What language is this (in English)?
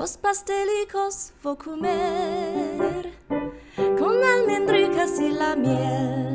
Ladino